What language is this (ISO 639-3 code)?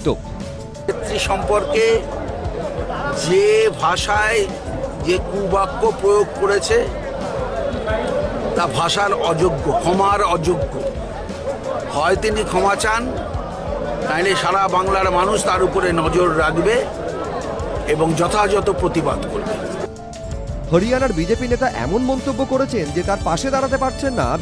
ben